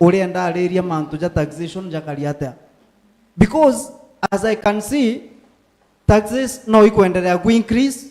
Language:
Meru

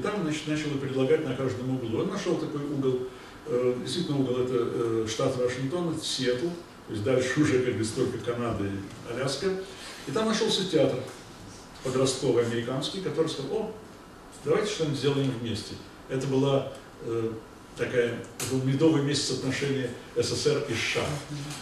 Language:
Russian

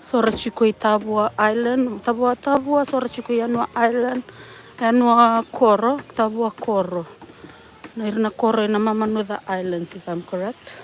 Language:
Fijian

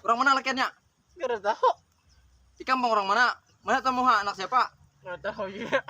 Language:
Banjar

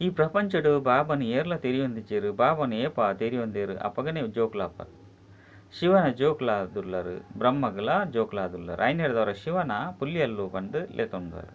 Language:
Tulu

